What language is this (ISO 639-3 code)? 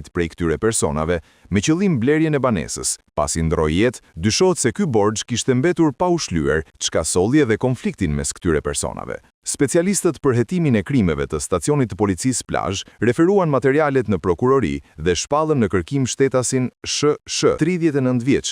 sqi